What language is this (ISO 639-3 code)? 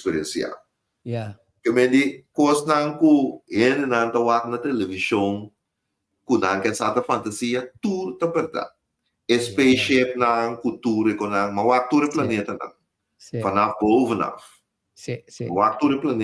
pap